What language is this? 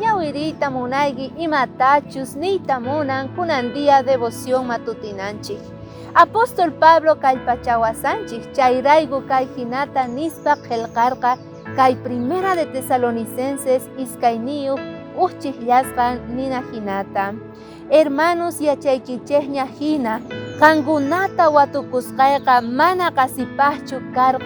South Bolivian Quechua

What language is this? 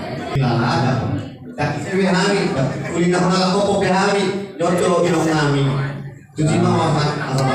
Batak Toba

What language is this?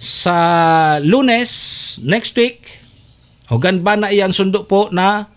Bikol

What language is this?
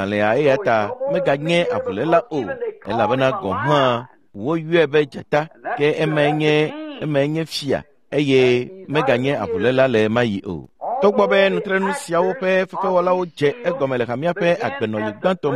Ewe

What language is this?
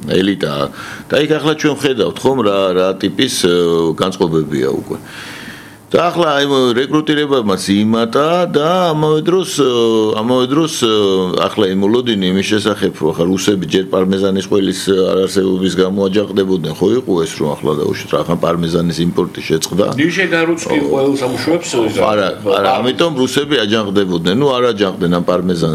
Georgian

